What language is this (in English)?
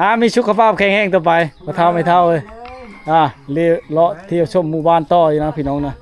Lao